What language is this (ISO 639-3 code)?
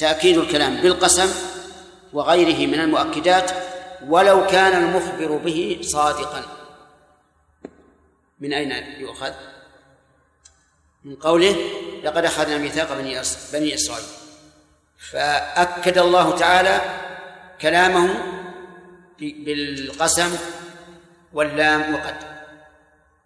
ara